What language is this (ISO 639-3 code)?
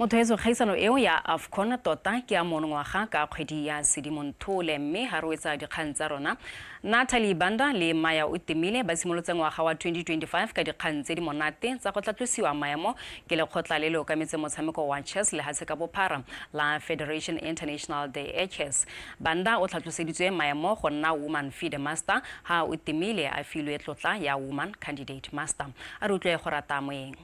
tsn